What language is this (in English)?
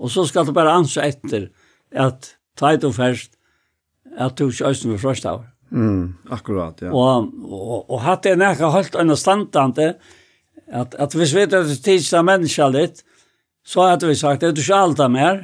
Faroese